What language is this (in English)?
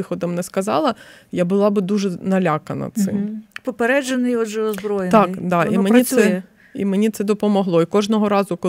Ukrainian